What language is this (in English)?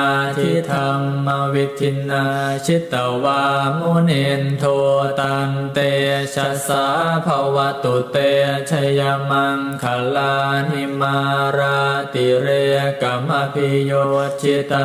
Pali